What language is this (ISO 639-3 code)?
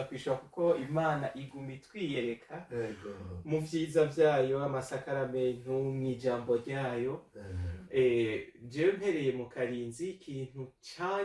run